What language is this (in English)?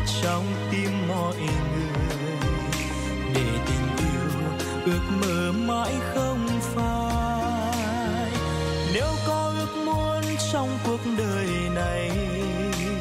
Vietnamese